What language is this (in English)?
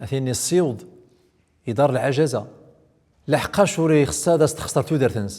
Central Atlas Tamazight